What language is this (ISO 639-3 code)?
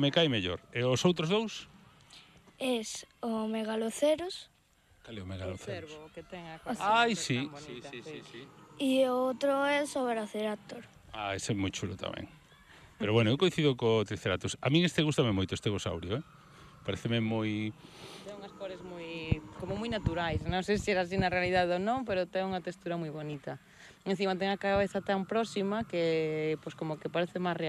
glg